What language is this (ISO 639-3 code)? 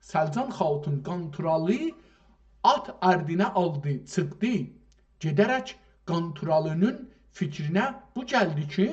azb